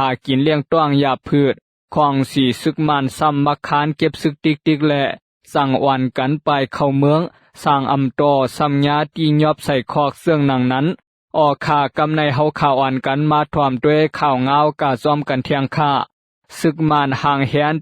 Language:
Lao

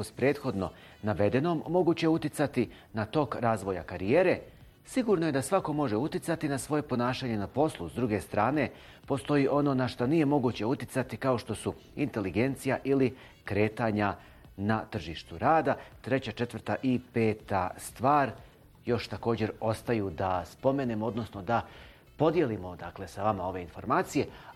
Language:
Bosnian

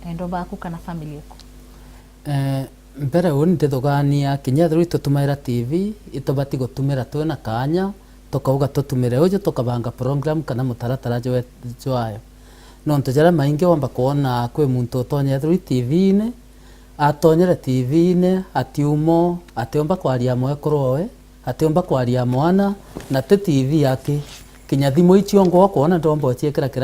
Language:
Meru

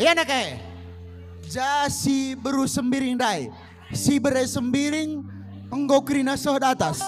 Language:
Batak Karo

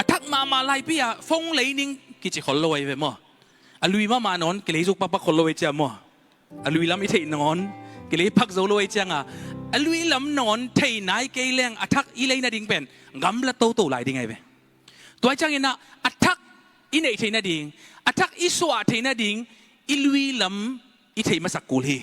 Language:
Tedim Chin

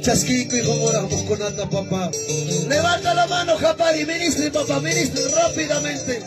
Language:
Ayacucho Quechua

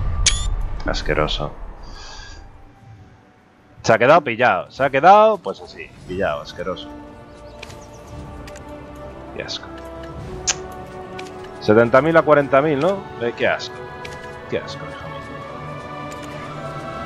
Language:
Spanish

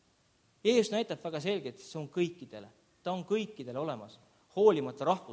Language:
Estonian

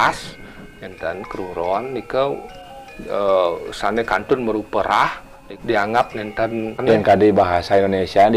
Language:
Balinese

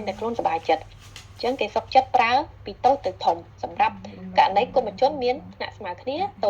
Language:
Khmer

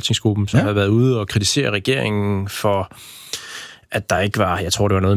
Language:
Danish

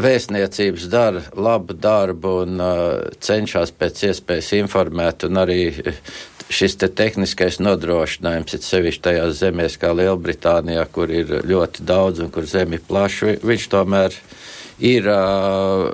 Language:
Latvian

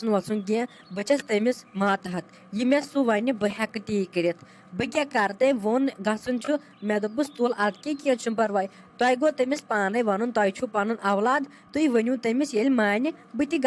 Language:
Kashmiri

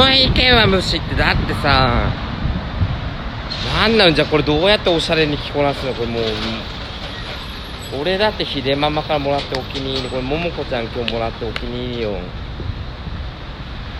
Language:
Japanese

